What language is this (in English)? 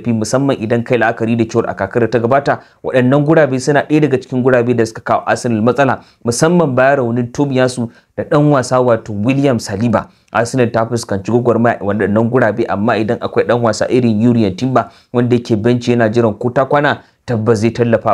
Hausa